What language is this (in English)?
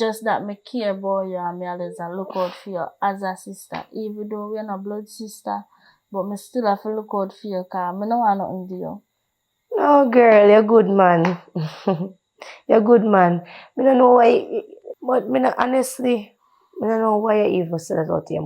Jamaican Creole English